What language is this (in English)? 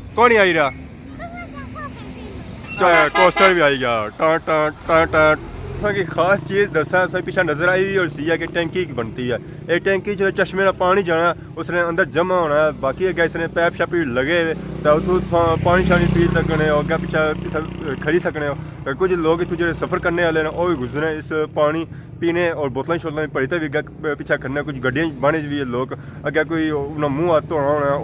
Pahari-Potwari